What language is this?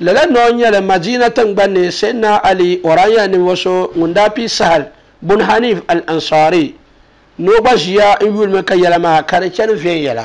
Dagbani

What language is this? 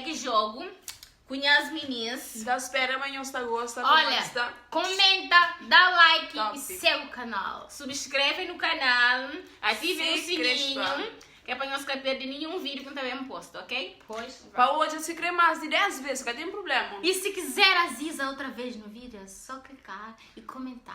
Kabuverdianu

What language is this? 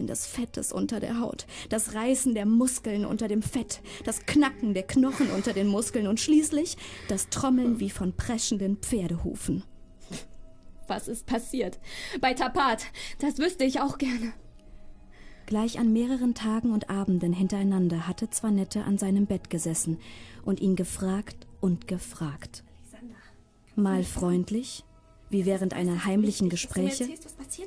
German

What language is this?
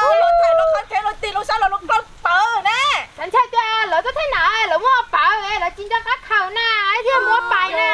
Hmong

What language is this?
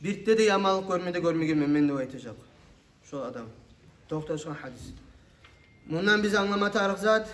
Kumyk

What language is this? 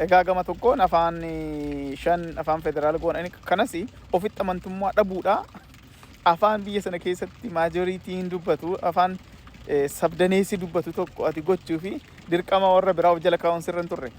Oromo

